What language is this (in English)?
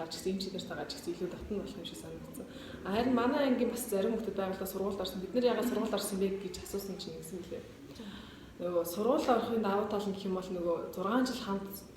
Mongolian